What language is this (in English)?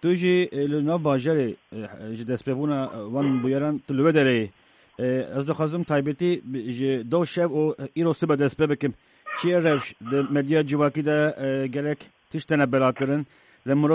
Kurdish